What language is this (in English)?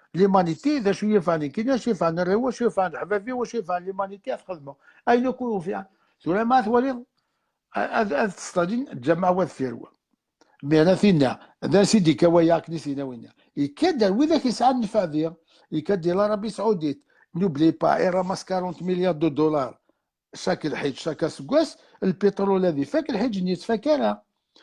Kabyle